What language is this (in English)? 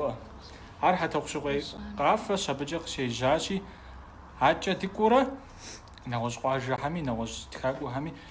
Kabardian